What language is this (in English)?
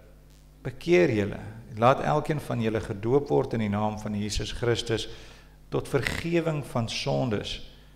Afrikaans